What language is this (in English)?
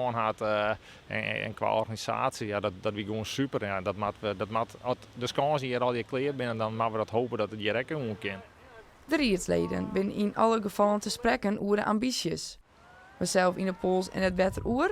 Western Frisian